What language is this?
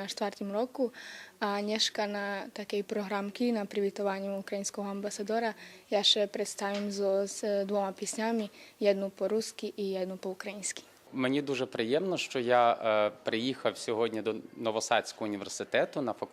Rusyn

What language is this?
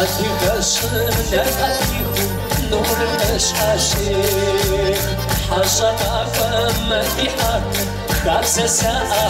Kabardian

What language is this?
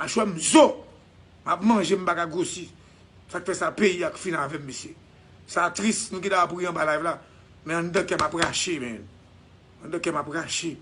Haitian Creole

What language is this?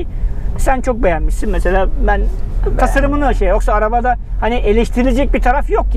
Turkish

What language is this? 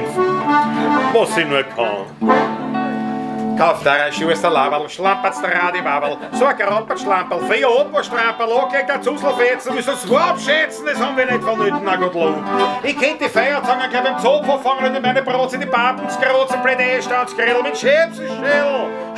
Bavarian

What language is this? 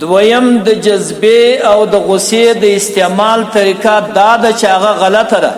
Pashto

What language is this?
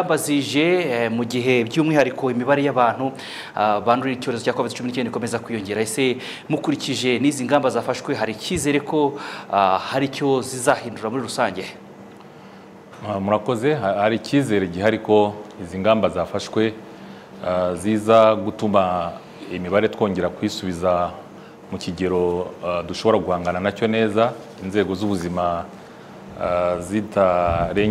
Kinyarwanda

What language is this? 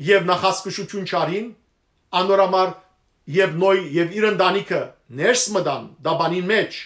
Western Armenian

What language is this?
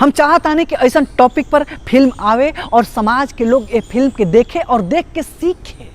Bhojpuri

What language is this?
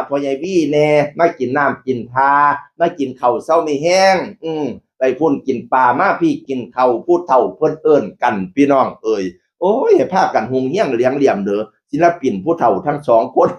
Northeastern Thai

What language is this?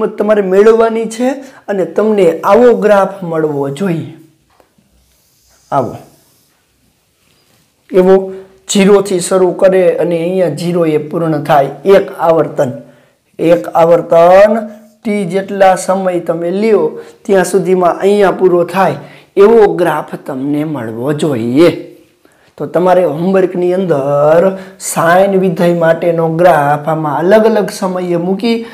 Gujarati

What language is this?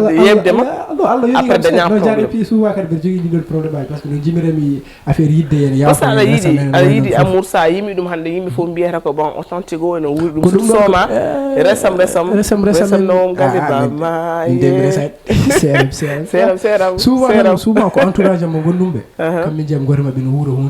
Fula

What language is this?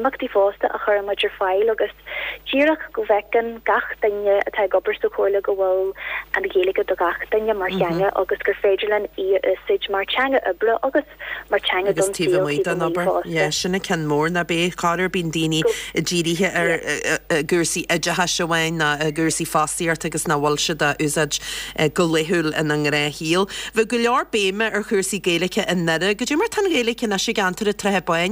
Irish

